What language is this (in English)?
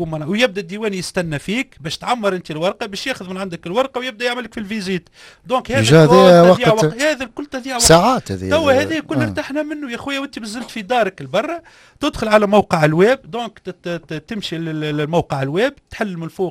Tunisian Arabic